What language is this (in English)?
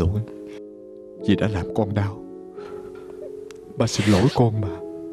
Vietnamese